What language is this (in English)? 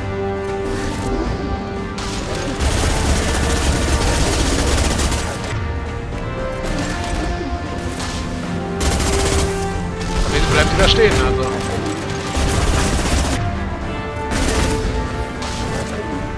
German